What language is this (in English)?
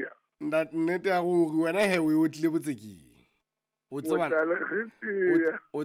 Southern Sotho